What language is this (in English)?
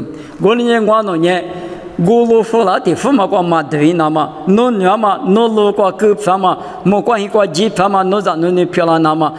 Lisu